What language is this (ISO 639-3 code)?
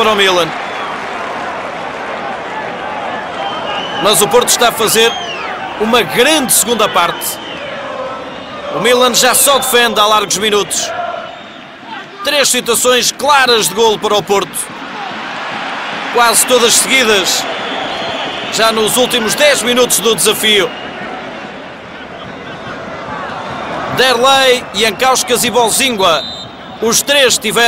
por